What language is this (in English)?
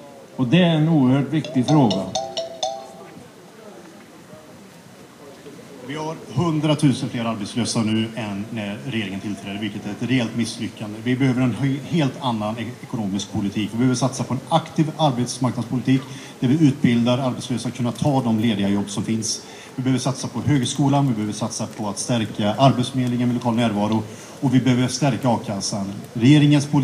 Swedish